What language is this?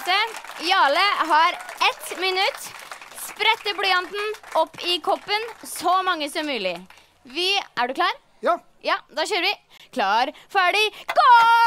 Norwegian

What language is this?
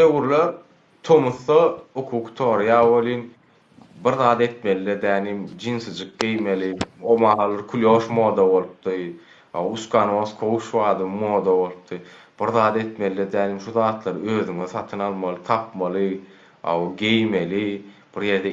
Turkmen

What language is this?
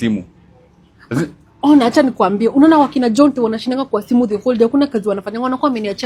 Swahili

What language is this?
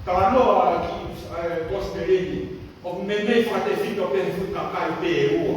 Tongan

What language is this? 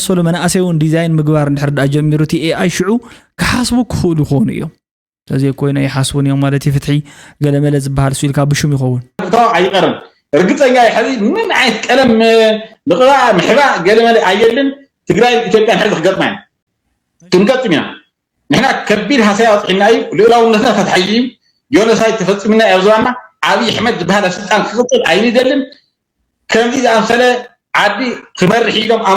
Tigrinya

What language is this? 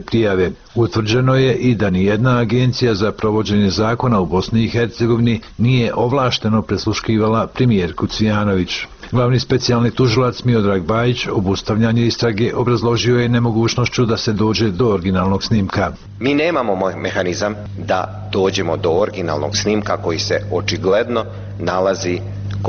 Bosnian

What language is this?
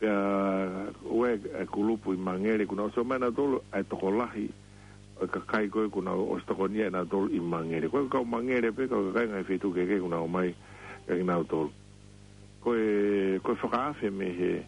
Tongan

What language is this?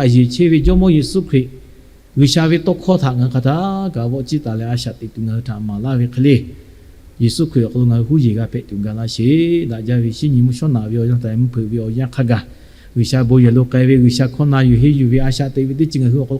Lahu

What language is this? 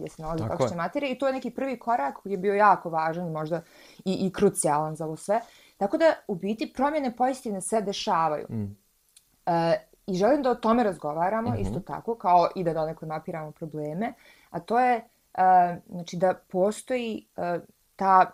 Bosnian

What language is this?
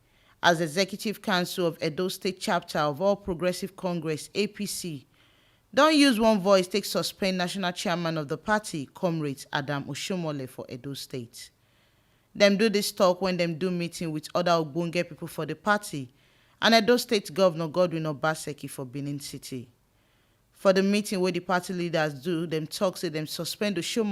Nigerian Pidgin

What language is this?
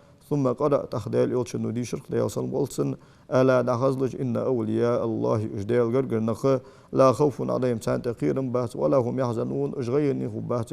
Ingush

